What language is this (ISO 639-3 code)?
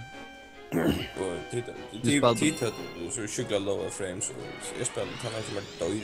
fao